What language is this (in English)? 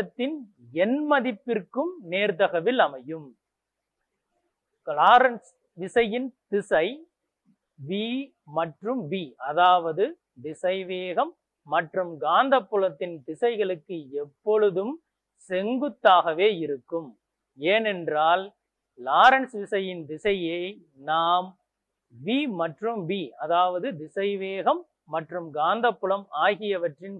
Tamil